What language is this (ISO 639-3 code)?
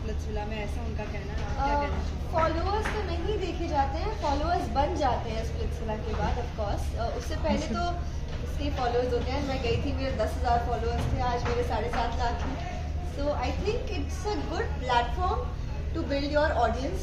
hin